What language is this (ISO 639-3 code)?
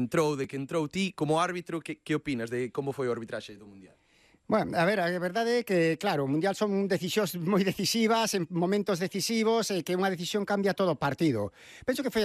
glg